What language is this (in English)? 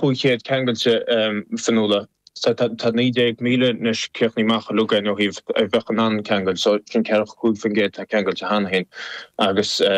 Irish